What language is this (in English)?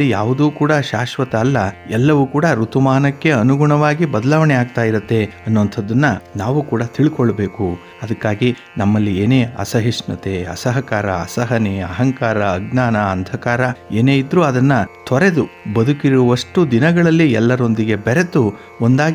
Kannada